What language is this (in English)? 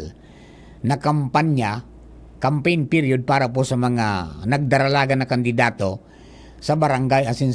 Bikol